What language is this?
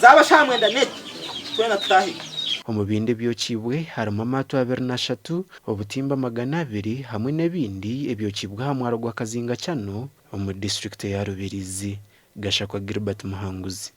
Nyankole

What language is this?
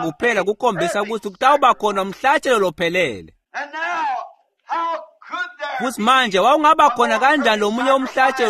Swati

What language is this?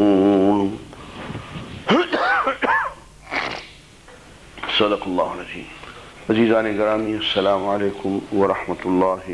Urdu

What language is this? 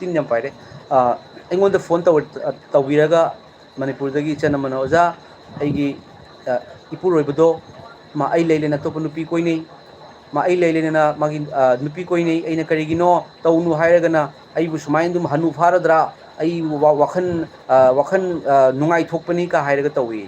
Manipuri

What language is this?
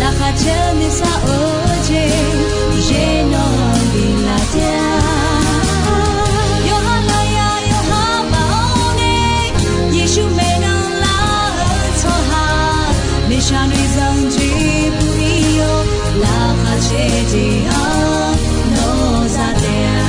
Akha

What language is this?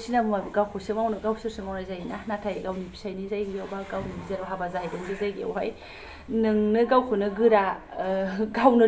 Bodo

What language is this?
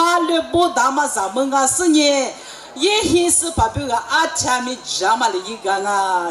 Lisu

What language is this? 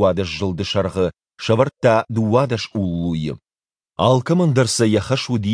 Ossetic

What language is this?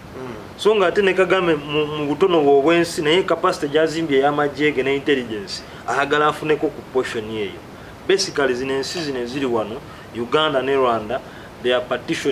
Ganda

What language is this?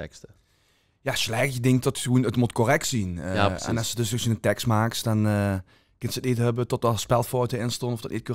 Limburgish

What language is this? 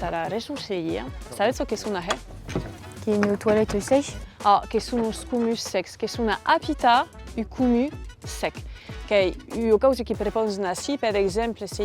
Occitan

